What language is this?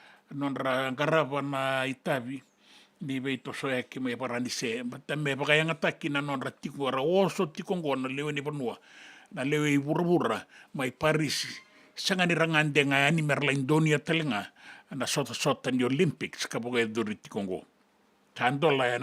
Fijian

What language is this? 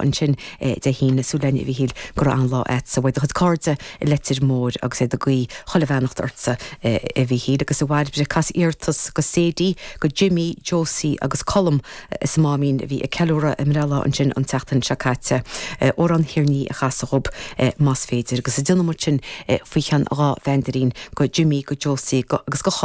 Irish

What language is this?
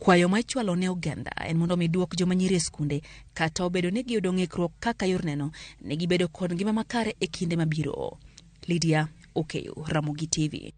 Luo (Kenya and Tanzania)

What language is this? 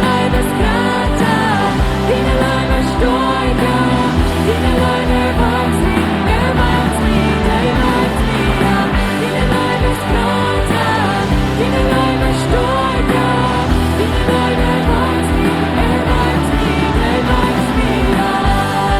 Plautdietsch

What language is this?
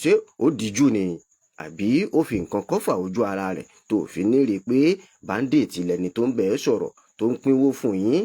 Yoruba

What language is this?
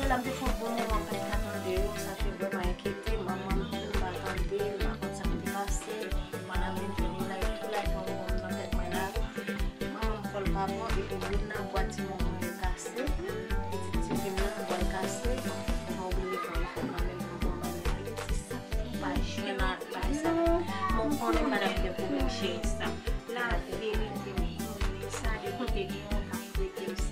Haitian Creole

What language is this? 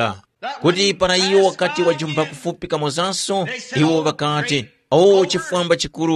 Tumbuka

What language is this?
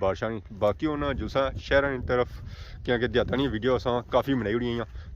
Pahari-Potwari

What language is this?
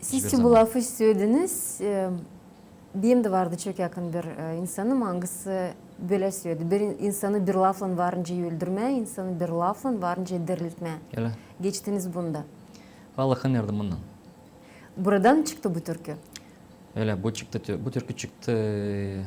Gagauz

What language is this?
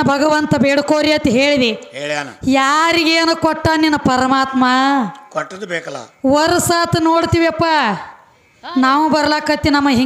Kannada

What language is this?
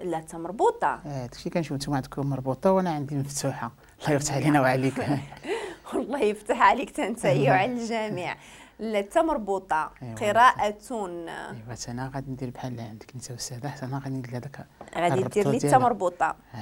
Moroccan Arabic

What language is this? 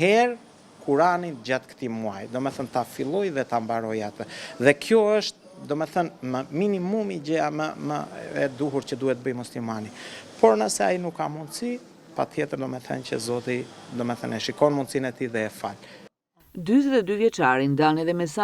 Albanian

